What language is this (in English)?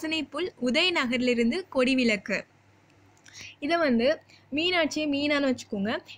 Tamil